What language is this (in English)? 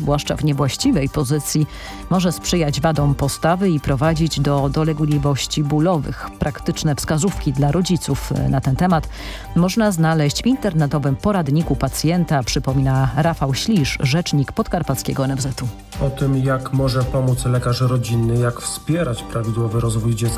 Polish